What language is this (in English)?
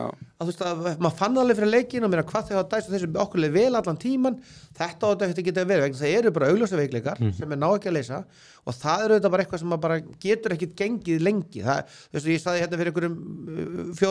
Icelandic